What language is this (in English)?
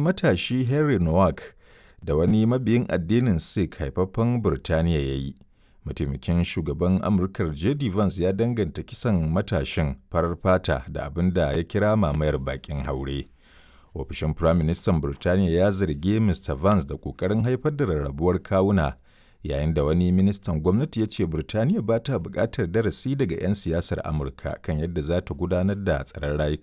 Hausa